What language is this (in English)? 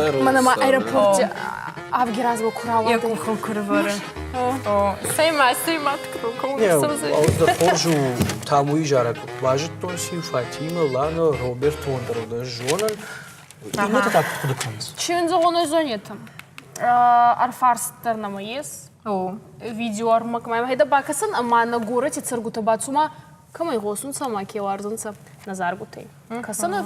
Ossetic